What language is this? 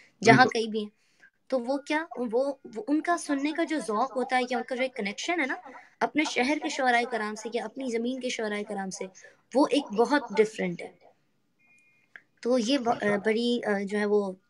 Urdu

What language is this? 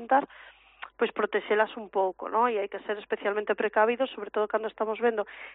Galician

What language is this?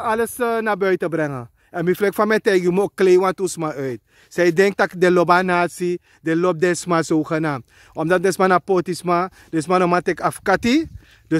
Sranan Tongo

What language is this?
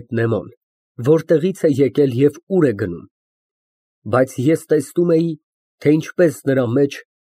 Armenian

